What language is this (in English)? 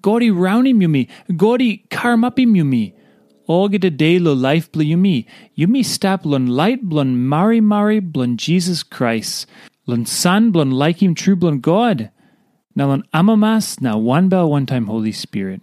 Tok Pisin